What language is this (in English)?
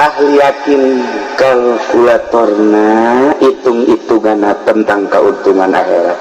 Sundanese